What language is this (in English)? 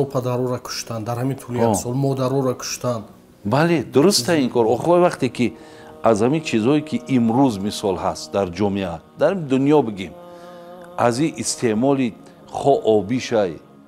Tajik